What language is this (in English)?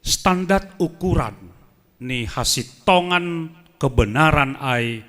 Batak Simalungun